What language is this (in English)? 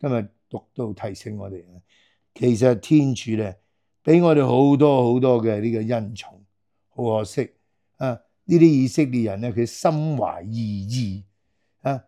Cantonese